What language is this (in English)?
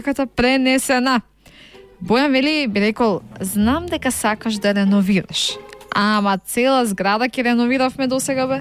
Macedonian